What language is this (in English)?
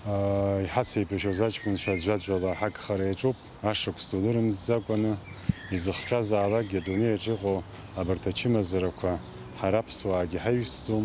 Abkhazian